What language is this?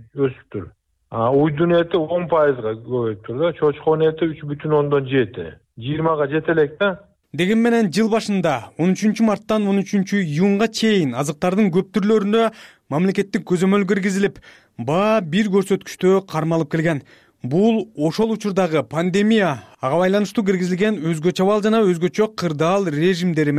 Kyrgyz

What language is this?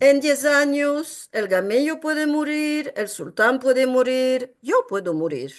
Ladino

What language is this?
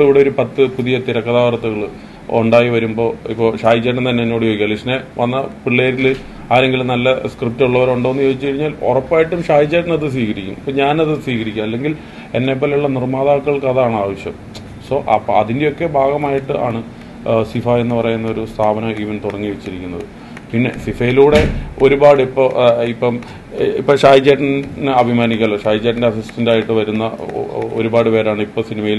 Malayalam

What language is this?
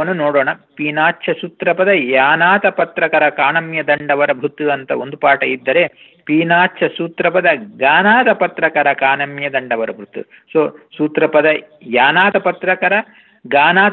Kannada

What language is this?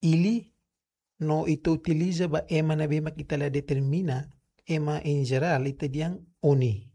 Tetum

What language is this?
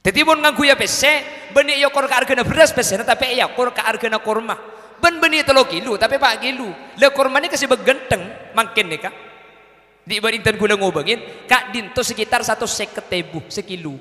Madurese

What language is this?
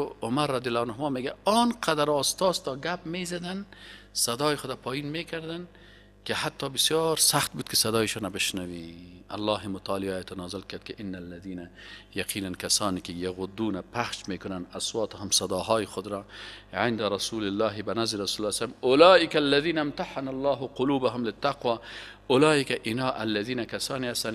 Persian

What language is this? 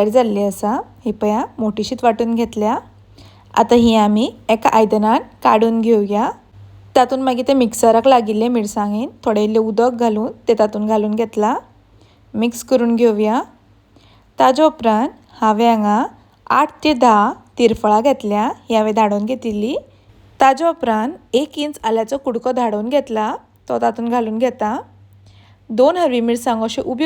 Konkani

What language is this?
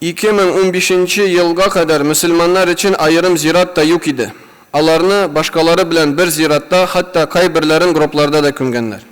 Tatar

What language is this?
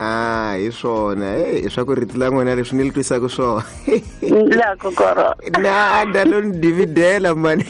Tsonga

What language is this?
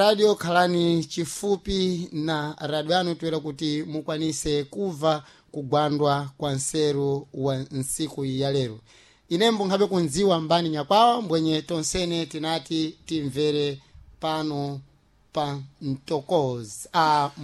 Sena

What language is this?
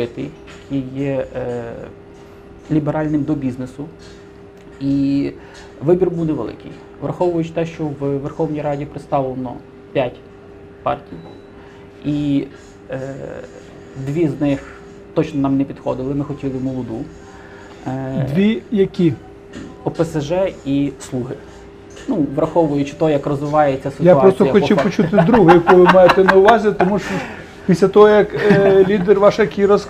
Ukrainian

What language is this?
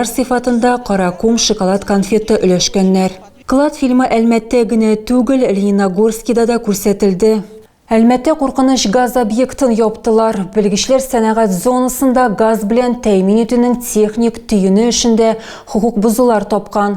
Tatar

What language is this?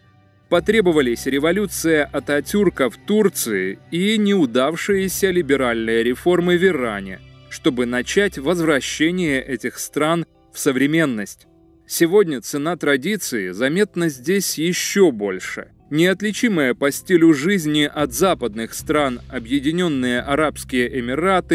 Russian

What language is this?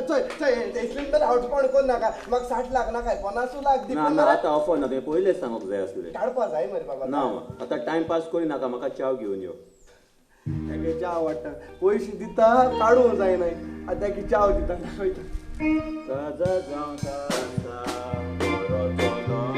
Konkani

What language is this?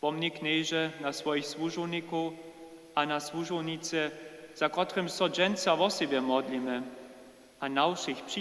Upper Sorbian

